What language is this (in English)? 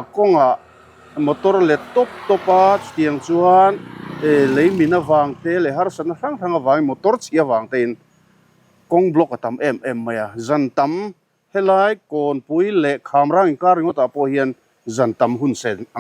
Mizo